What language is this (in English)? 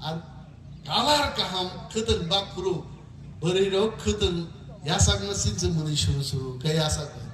Kok Borok